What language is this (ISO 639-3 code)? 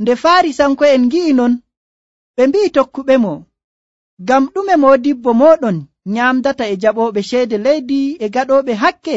fuv